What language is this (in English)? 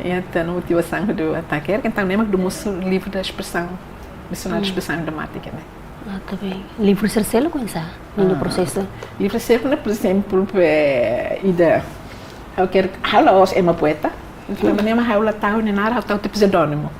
Tetum